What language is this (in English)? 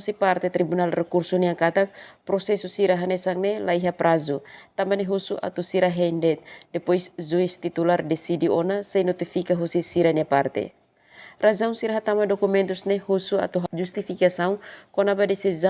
Tetum